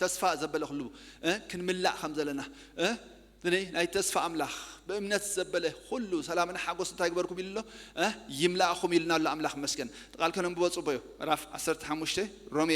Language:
Tigrinya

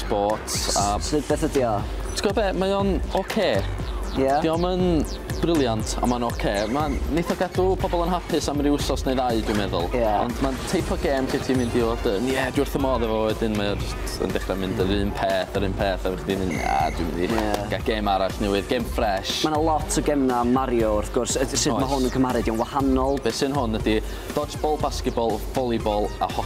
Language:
Welsh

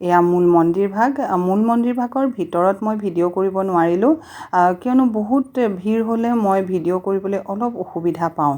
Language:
Assamese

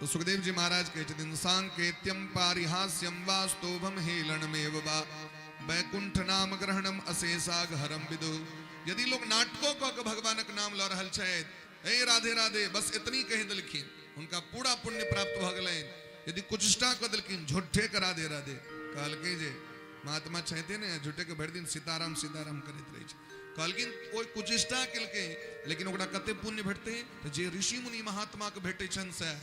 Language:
Maithili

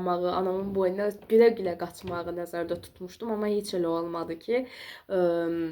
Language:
Azerbaijani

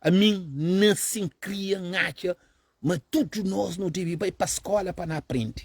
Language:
Kabuverdianu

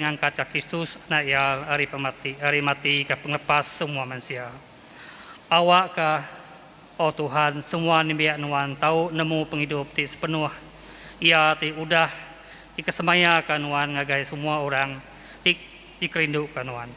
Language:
Iban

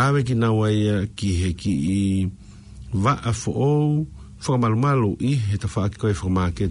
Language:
Tongan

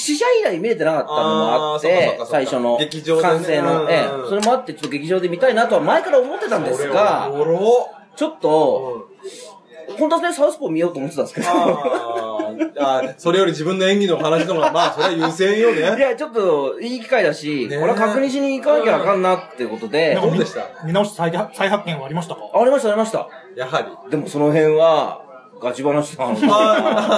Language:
Japanese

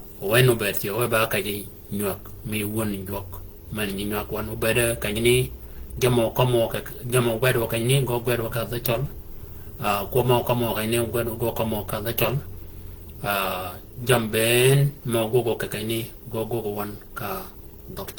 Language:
Shilluk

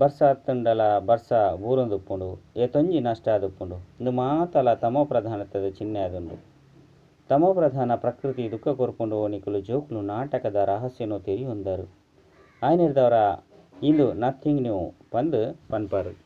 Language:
Tulu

